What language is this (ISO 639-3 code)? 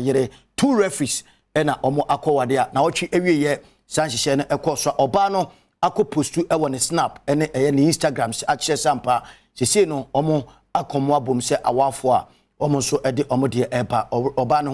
aka